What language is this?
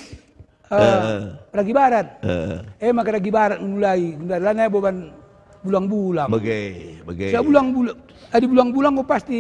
Batak Karo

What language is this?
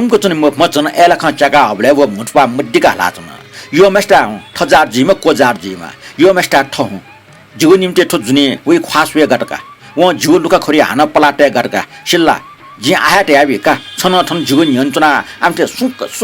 Newari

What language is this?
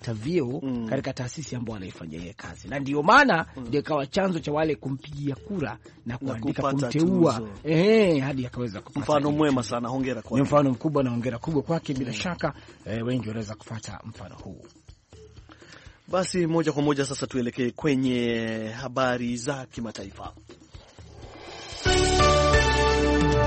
Swahili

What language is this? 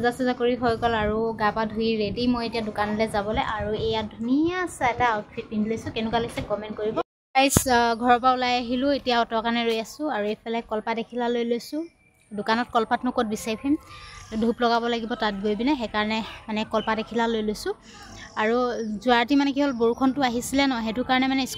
Assamese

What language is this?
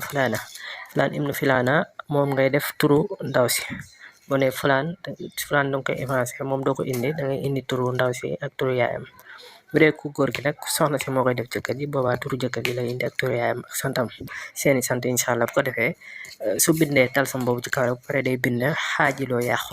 Wolof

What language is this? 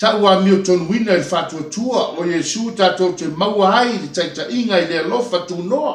Samoan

